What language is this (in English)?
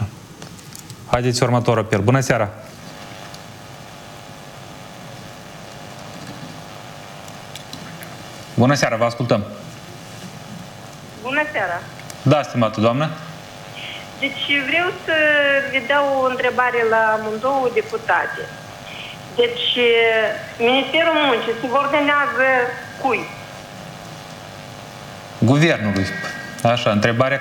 Romanian